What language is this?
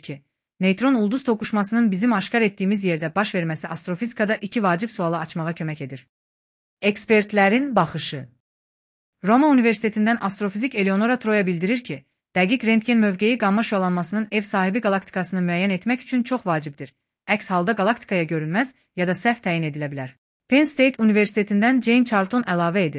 Azerbaijani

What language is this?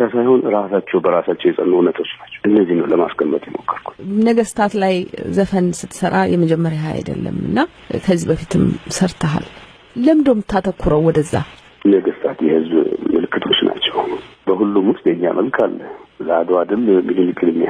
Amharic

